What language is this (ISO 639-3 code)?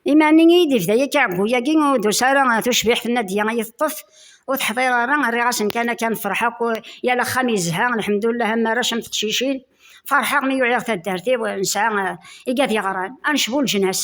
kab